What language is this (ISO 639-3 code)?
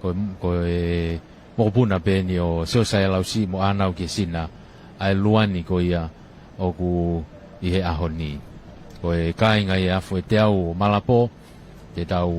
ton